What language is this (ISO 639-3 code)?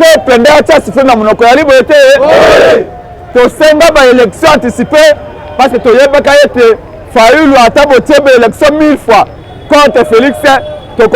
lin